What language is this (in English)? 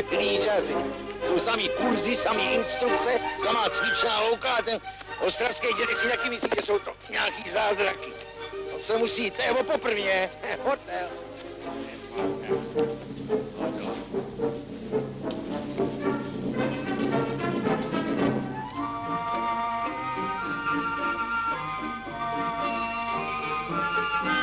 Czech